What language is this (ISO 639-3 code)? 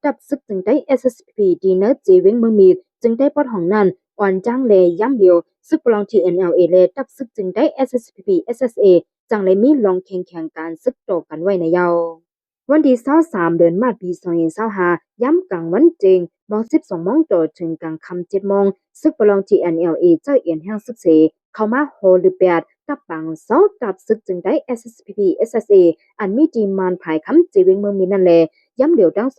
shn